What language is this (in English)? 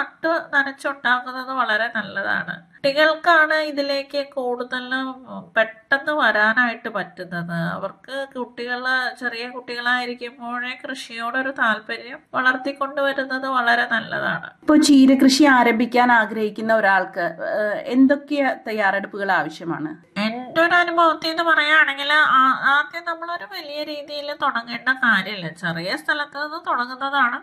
Malayalam